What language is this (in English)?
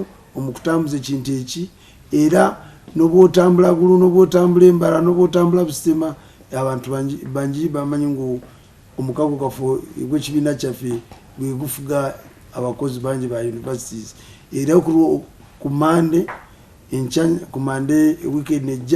Ganda